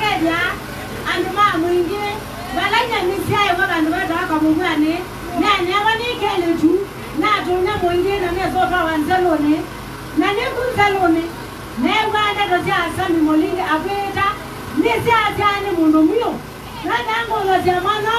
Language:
Kamba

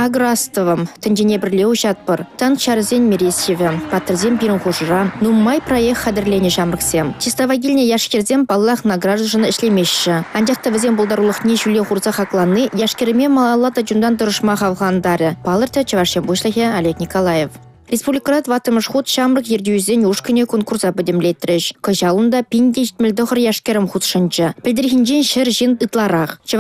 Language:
Chuvash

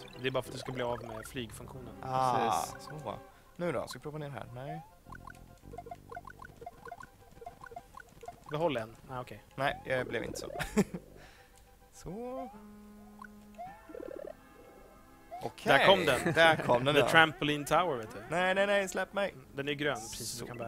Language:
Swedish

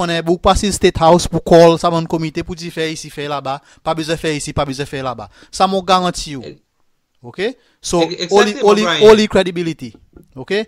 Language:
Seselwa Creole French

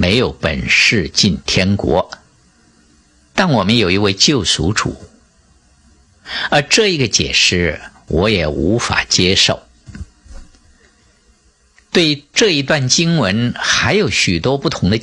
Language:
Chinese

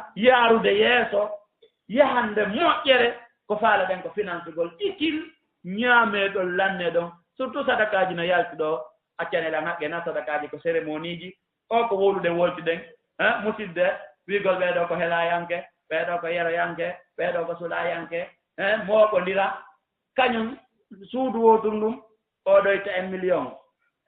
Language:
Fula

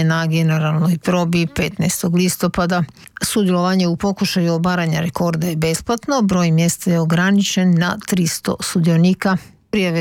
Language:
Croatian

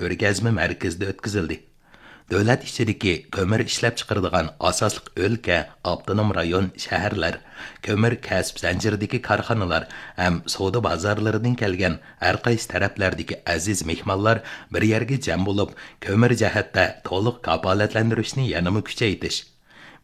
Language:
Uyghur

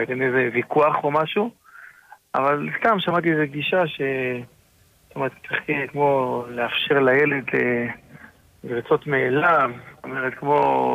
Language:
Hebrew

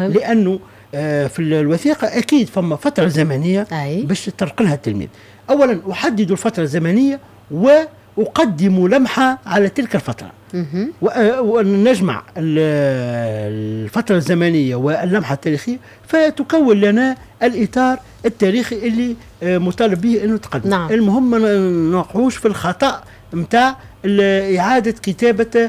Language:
Tunisian Arabic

